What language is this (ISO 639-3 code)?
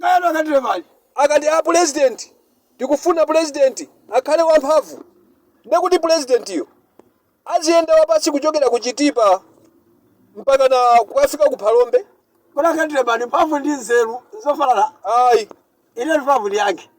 nya